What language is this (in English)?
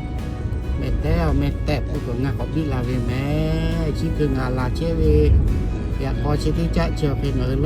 Lahu